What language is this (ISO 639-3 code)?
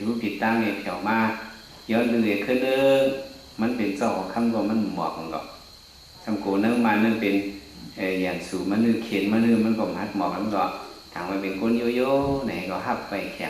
shn